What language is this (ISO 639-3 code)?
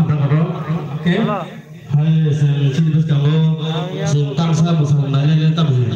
trp